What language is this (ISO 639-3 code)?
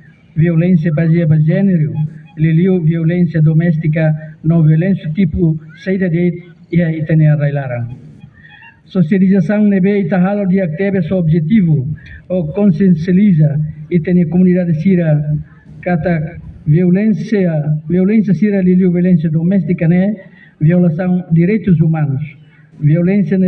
tet